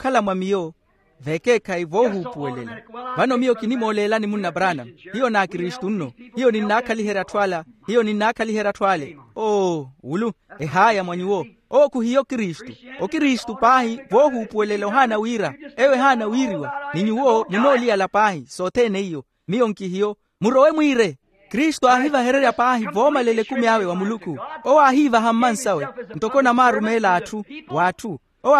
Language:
Makhuwa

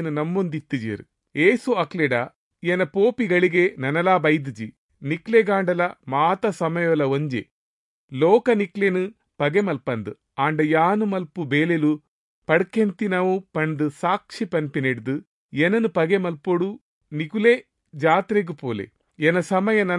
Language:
Tulu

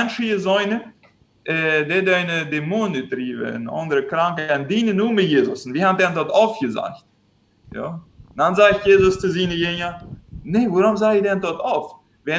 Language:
Plautdietsch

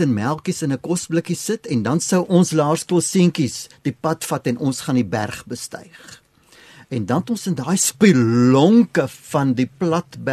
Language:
Afrikaans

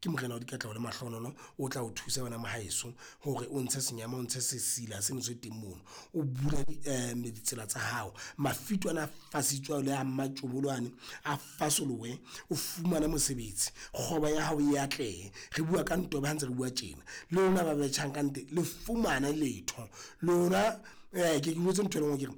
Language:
Southern Sotho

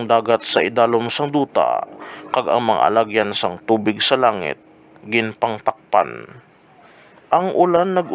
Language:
Hiligaynon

